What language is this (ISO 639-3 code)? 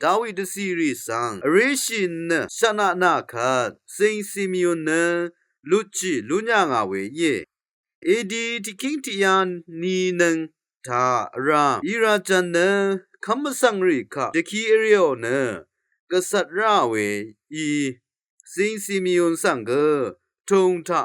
raw